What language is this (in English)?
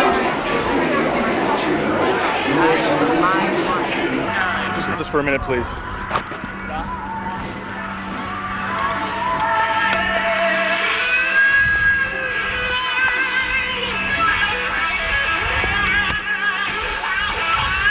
English